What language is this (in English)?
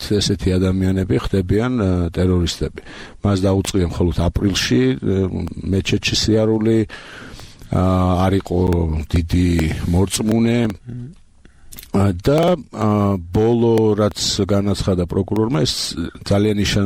Georgian